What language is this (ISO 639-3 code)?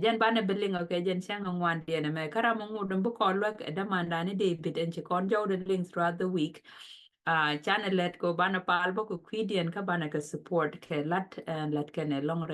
nus